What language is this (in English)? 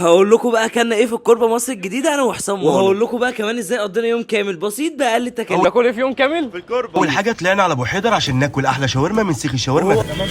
Egyptian Arabic